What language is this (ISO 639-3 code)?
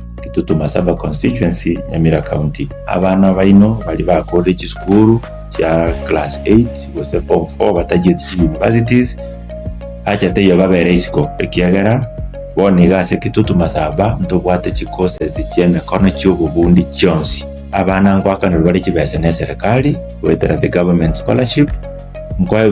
guz